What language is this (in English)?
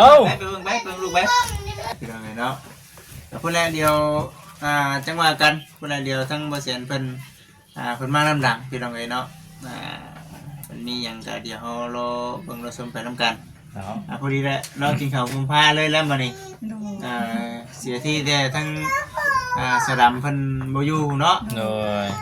Lao